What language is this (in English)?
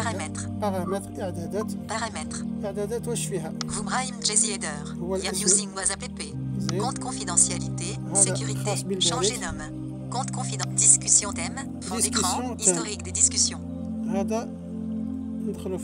Algerian Arabic